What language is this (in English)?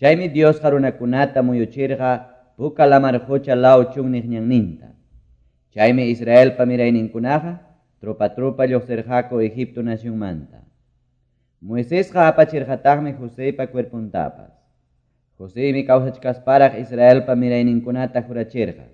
Quechua